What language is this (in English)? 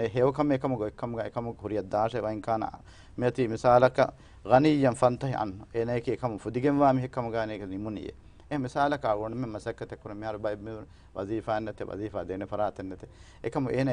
Divehi